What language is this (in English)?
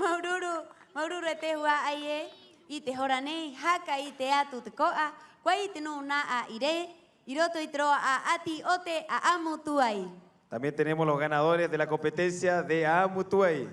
Rapanui